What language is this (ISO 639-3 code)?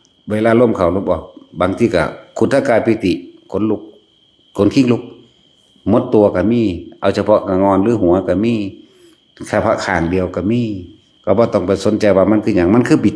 tts